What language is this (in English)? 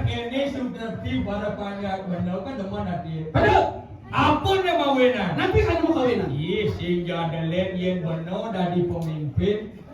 Balinese